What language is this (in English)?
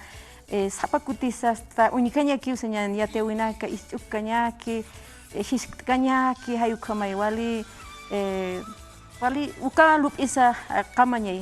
Aymara